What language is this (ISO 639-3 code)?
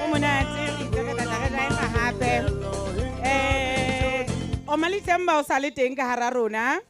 sot